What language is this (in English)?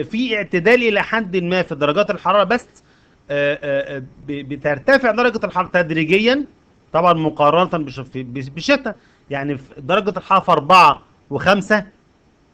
Egyptian Arabic